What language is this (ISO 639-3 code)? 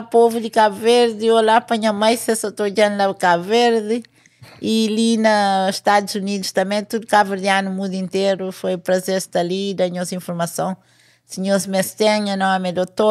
kea